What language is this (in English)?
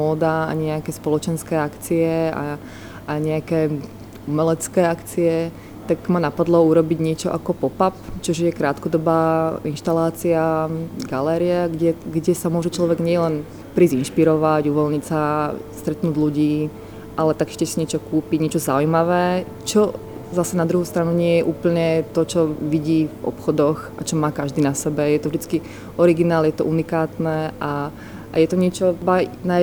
Slovak